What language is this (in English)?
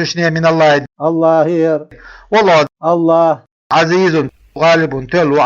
Chechen